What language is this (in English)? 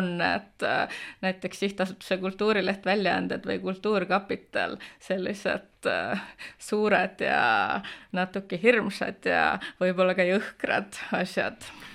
Estonian